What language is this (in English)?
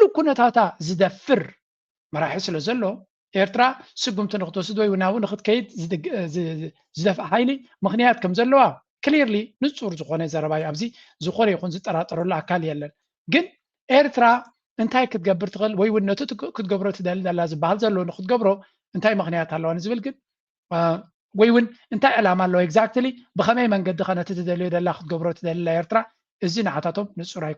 Tigrinya